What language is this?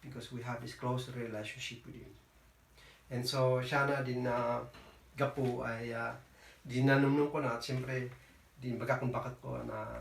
Kankanaey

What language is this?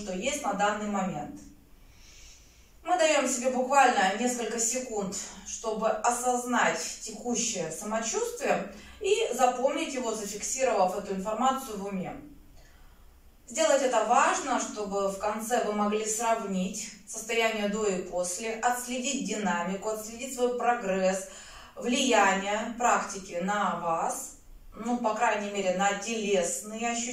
Russian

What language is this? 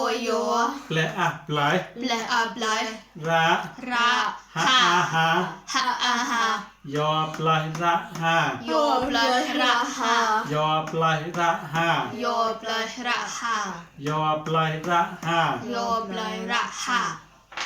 Mon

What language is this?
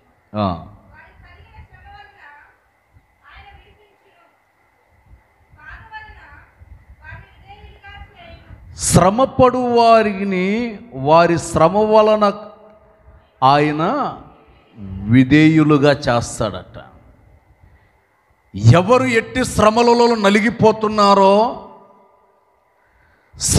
Telugu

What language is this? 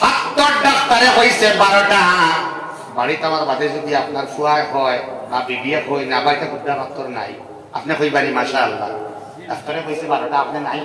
Sylheti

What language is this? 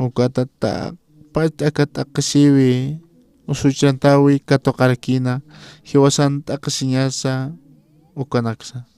Aymara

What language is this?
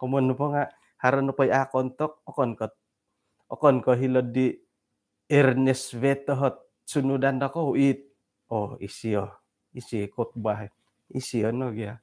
Central Dusun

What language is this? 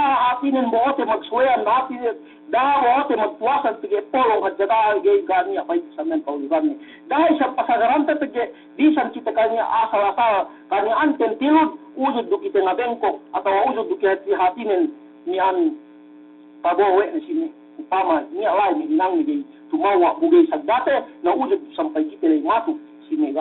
Yakan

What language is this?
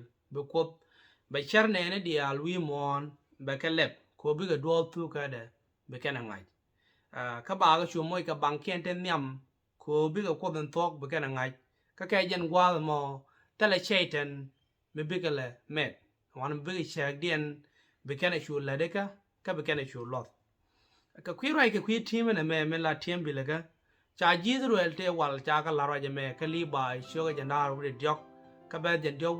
Nuer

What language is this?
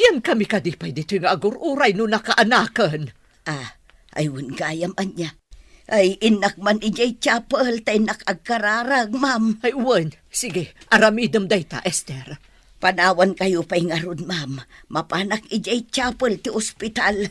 Iloko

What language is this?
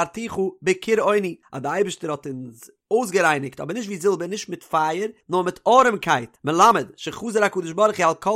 Yiddish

